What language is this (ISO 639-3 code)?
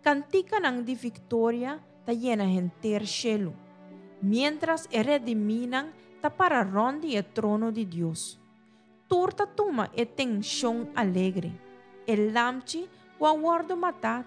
pap